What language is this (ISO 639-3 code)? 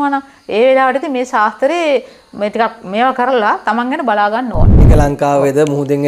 sin